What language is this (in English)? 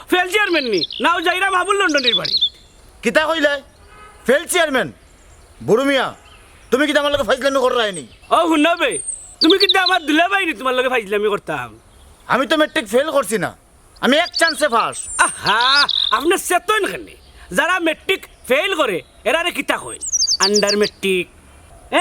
Sylheti